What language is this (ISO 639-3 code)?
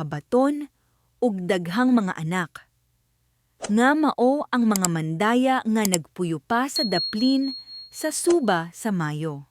ceb